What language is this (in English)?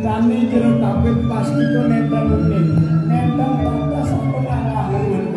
Balinese